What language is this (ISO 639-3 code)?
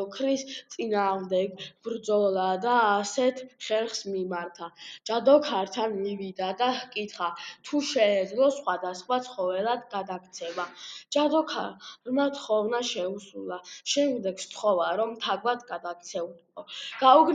kat